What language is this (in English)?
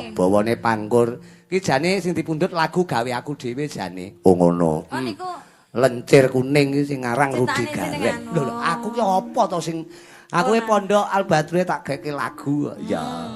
Javanese